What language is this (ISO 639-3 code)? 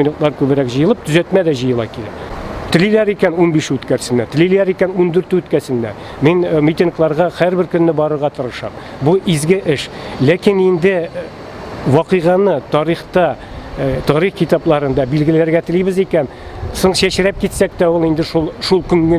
tat